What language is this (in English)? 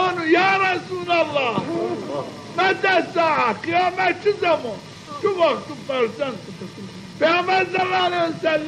Zaza